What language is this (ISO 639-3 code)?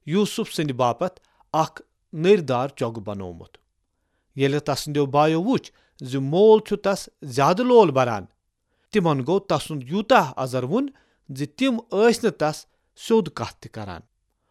kas